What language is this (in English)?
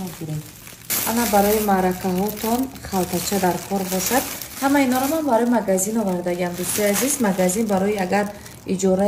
Tajik